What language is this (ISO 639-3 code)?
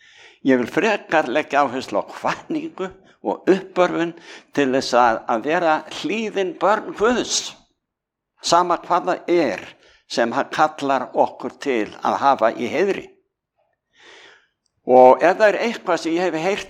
isl